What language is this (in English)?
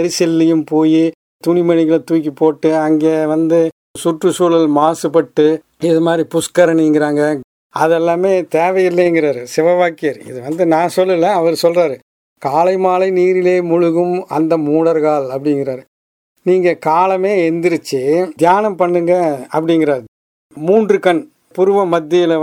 Tamil